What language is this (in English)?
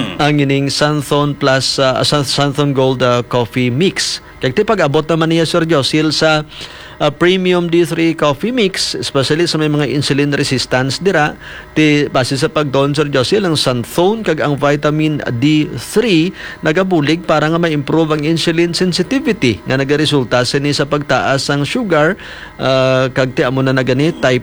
Hiligaynon